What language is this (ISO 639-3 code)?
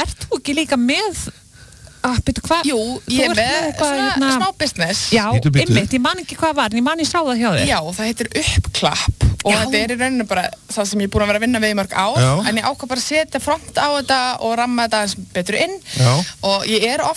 isl